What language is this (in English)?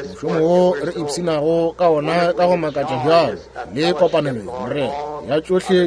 Northern Sotho